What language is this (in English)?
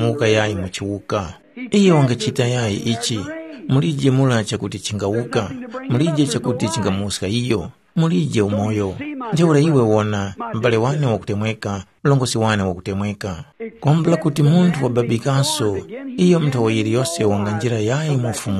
Tumbuka